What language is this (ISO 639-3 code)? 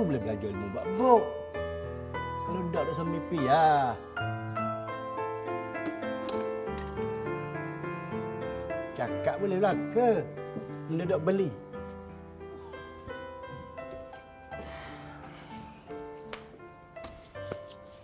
msa